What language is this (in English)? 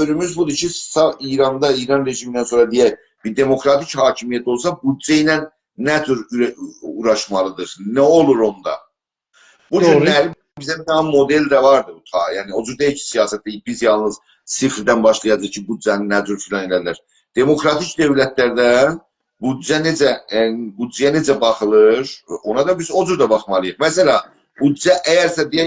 South Azerbaijani